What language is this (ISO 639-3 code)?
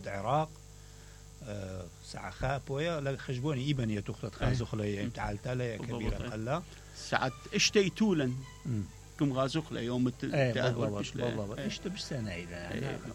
acm